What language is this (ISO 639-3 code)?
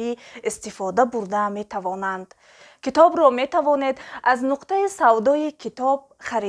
tgk